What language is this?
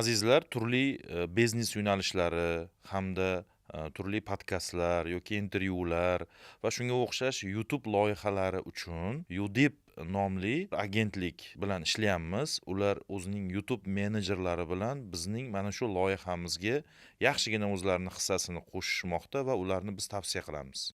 Uzbek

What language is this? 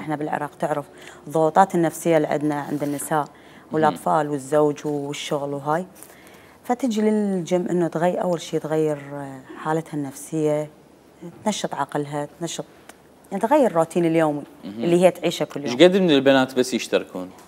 Mesopotamian Arabic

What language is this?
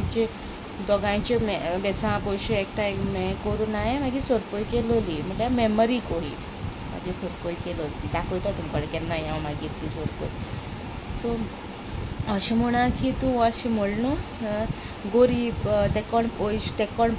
Konkani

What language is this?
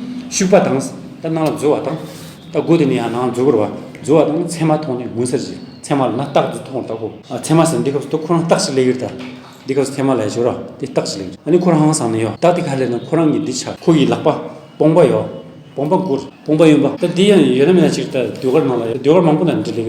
Amdo Tibetan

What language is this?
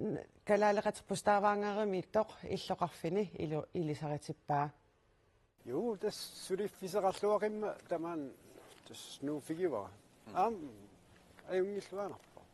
Kalaallisut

